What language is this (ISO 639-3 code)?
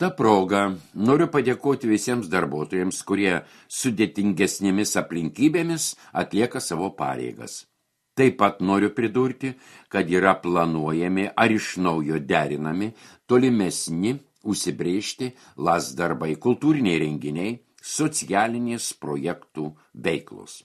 lit